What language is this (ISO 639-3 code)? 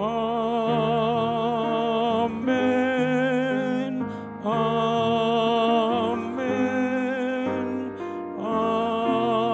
bbc